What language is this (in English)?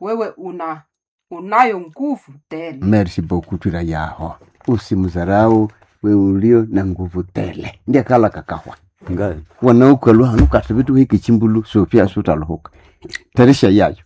Nande